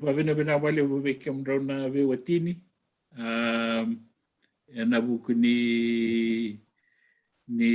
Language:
Fijian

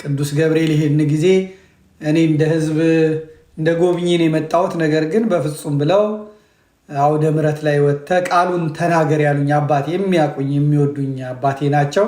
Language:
Amharic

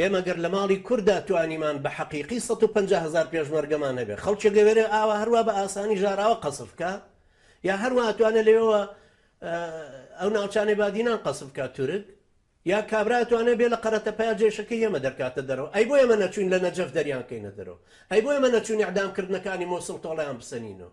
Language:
Central Kurdish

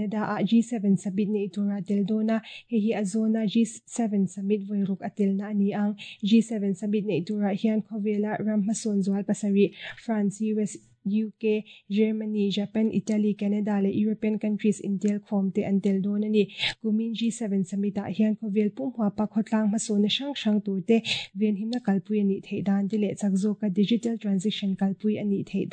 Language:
Mizo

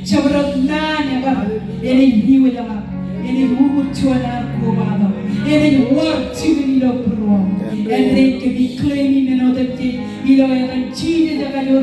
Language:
Marshallese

